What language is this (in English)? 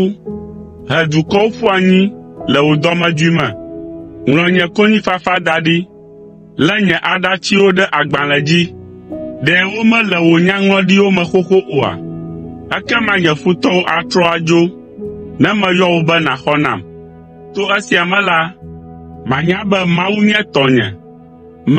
Ewe